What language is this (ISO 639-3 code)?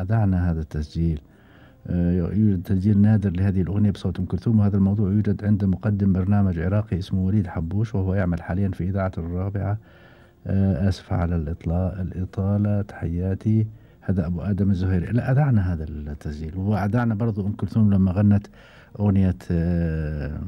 afb